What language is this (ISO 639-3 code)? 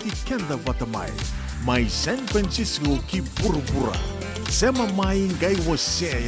fij